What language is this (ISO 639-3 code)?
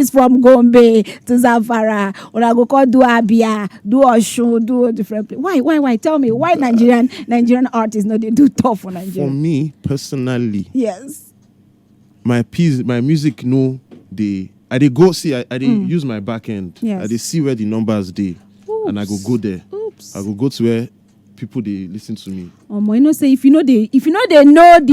pcm